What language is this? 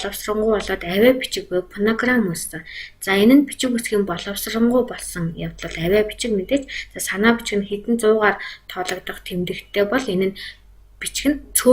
Mongolian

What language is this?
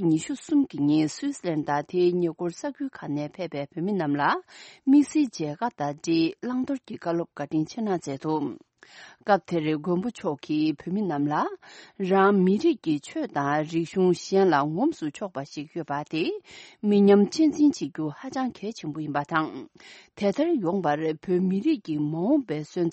Tibetan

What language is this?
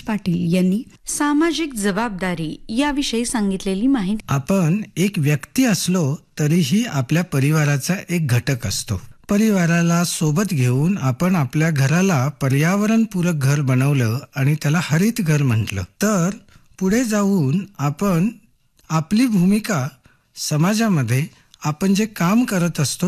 Marathi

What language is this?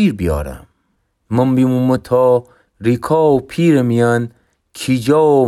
Gilaki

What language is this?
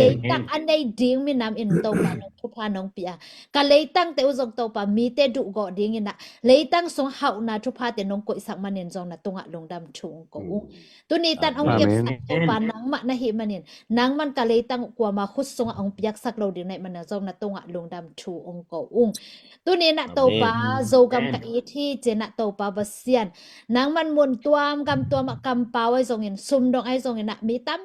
Tedim Chin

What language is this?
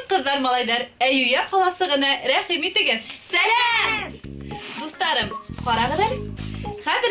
Bashkir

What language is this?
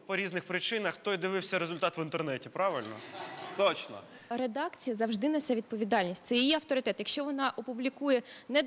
Ukrainian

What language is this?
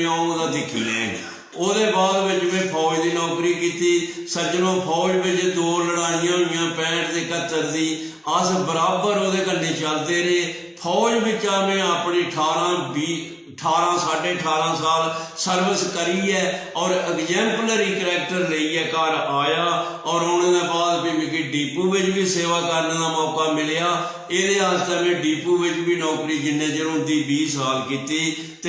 Dogri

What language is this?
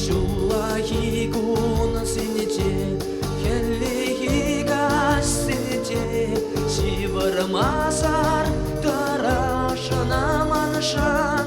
Chuvash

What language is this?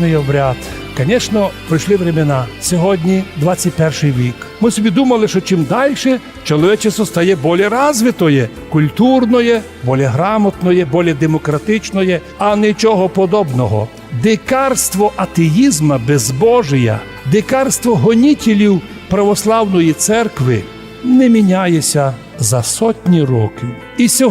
Rusyn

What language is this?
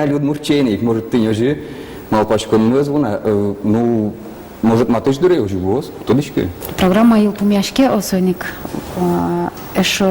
Udmurt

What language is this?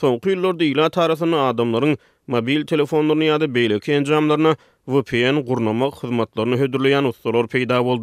Turkmen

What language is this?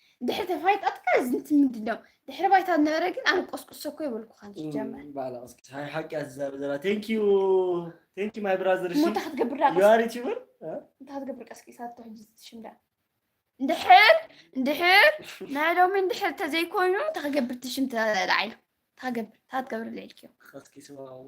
Tigrinya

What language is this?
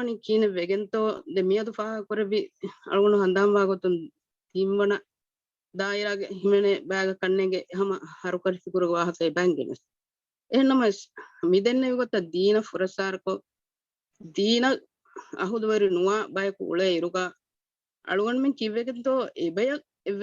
Divehi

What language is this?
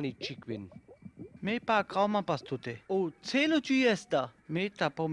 Sinte Romani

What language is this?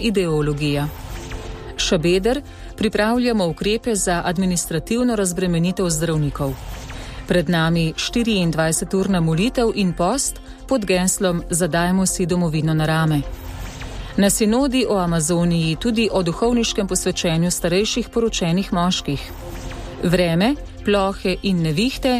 Slovenian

